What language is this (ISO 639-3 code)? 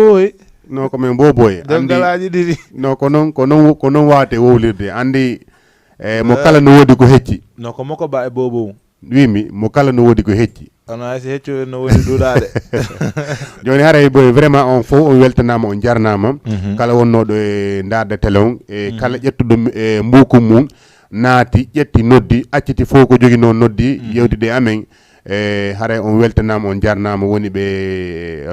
ful